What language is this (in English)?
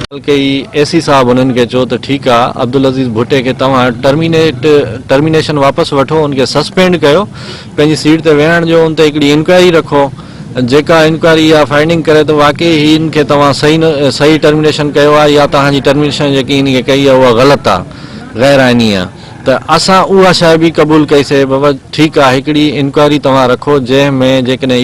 Sindhi